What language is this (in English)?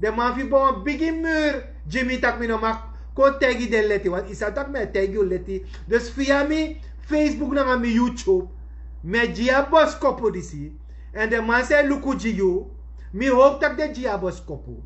Sranan Tongo